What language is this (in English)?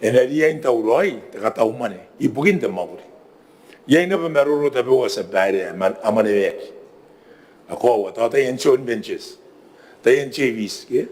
Gilbertese